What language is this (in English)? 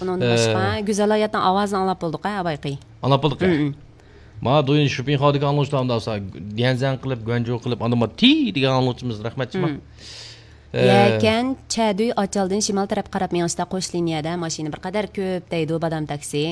Uyghur